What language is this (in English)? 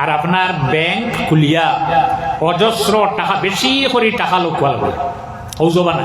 Sylheti